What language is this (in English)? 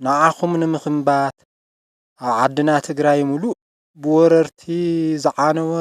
Tigrinya